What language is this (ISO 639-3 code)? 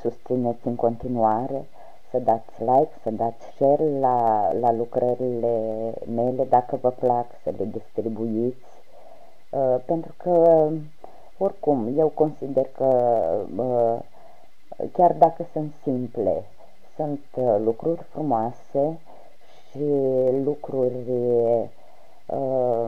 ron